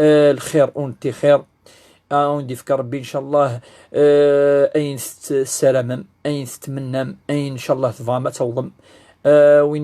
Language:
Kabyle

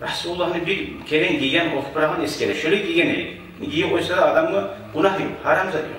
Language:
Kumyk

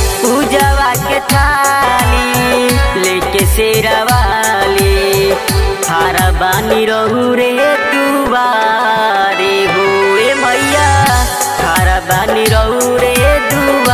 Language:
Bhojpuri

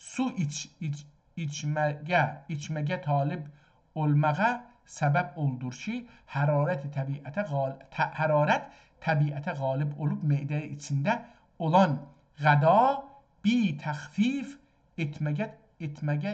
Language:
South Azerbaijani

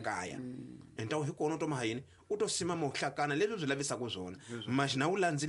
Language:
Tsonga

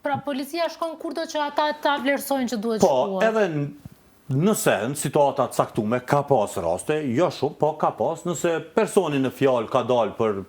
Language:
Albanian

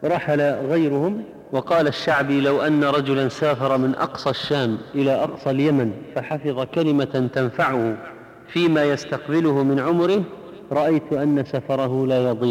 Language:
Arabic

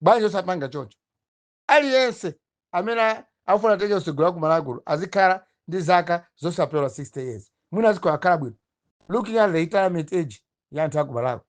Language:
Nyanja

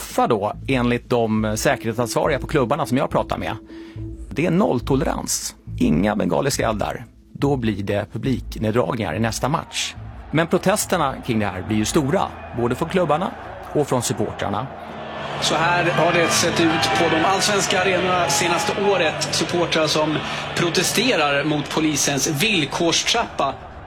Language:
Swedish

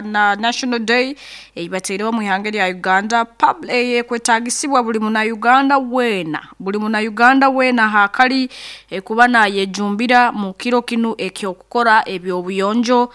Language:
Nyoro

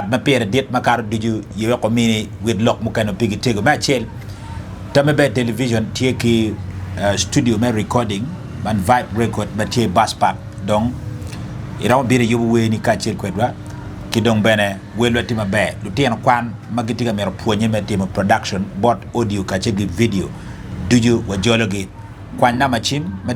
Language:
Acoli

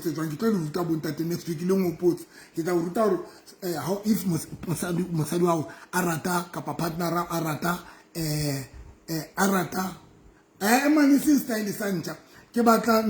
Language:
Southern Sotho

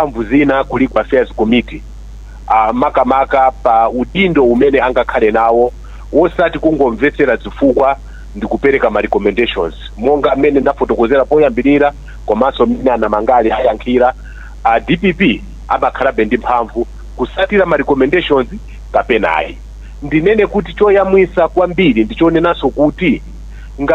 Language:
Nyanja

